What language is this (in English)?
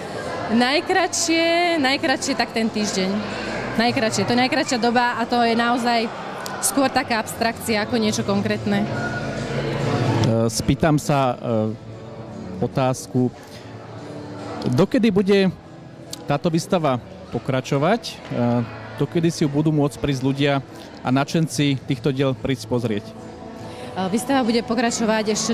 Slovak